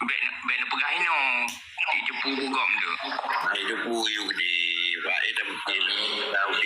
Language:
Achinese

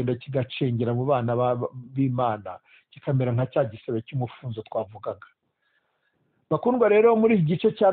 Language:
Kinyarwanda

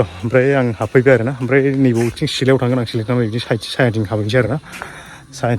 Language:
Bodo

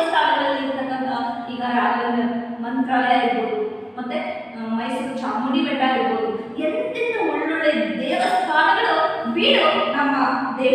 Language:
Kannada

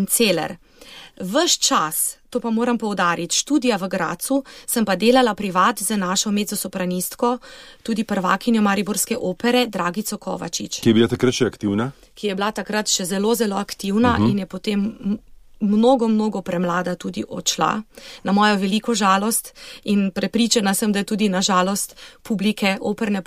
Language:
Slovenian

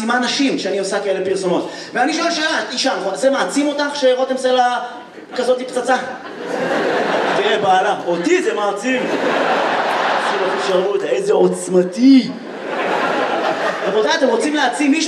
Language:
Hebrew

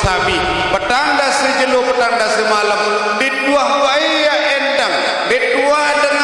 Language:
Sasak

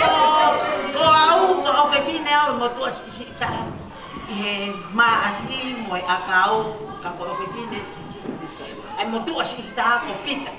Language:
Tongan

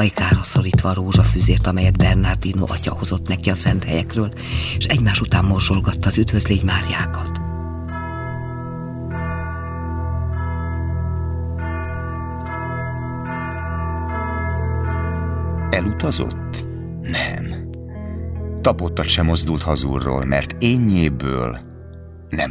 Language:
Hungarian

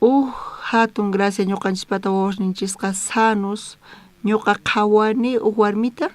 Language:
South Bolivian Quechua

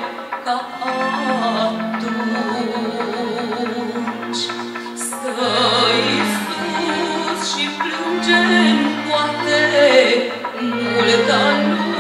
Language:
Romanian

